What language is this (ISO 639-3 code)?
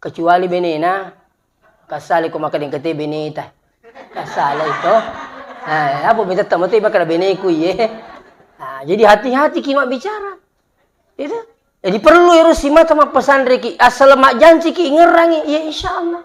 bug